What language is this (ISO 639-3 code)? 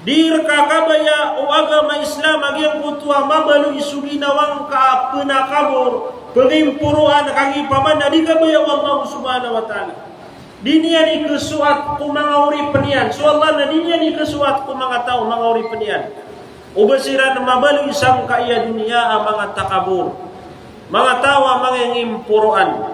mrw